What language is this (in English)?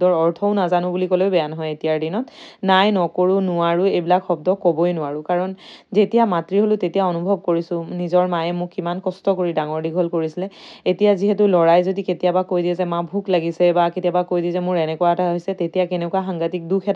Assamese